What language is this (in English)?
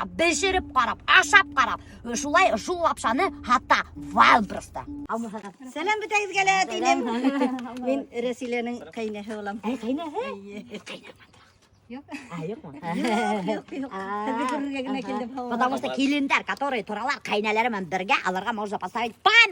Bashkir